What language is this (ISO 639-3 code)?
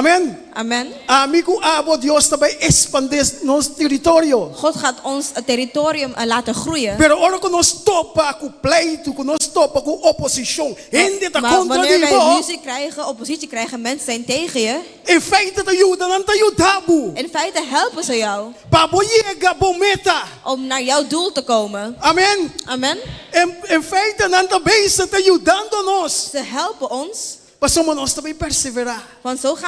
pap